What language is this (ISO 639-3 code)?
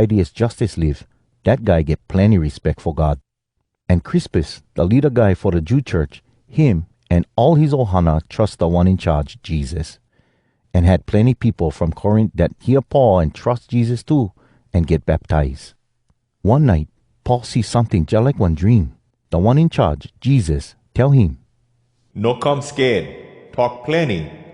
hwc